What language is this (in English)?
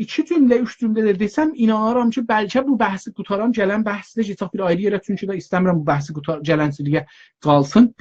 South Azerbaijani